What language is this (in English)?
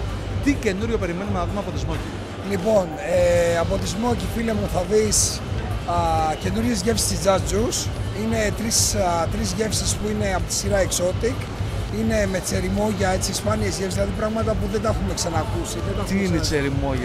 Greek